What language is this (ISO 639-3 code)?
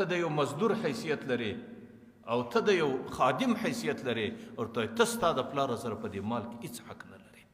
pus